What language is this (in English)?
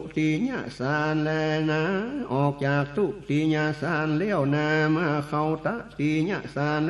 Northern Thai